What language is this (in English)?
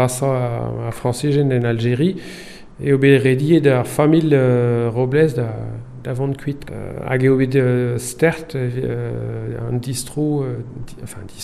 Breton